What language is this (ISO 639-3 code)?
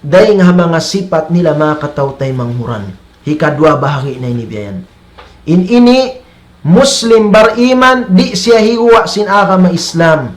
tsg